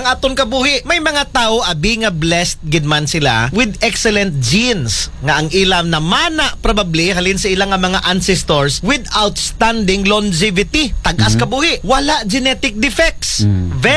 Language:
Aklanon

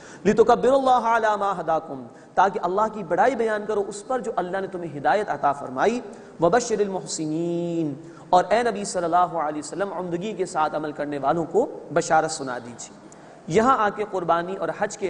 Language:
Urdu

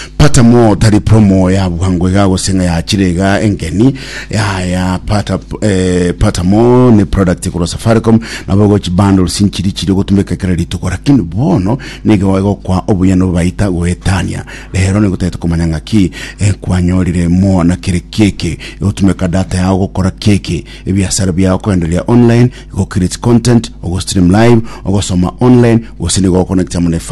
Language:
Gusii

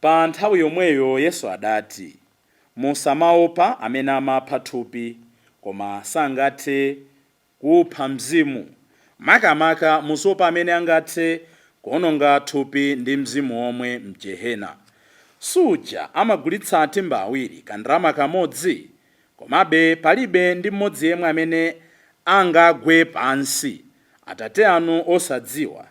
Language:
Nyanja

